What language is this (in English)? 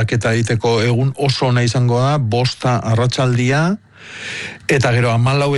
Basque